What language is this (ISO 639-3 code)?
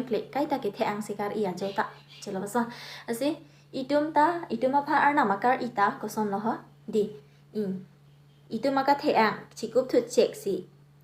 mjw